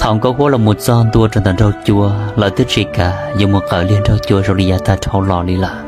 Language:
Hmong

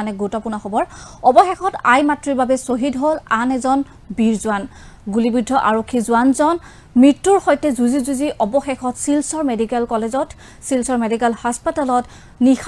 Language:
Assamese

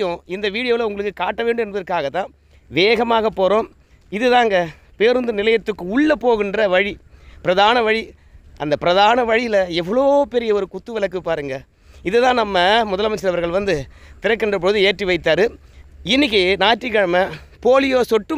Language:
Tamil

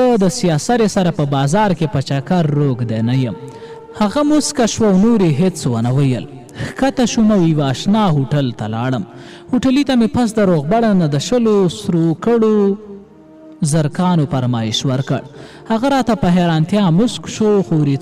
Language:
Pashto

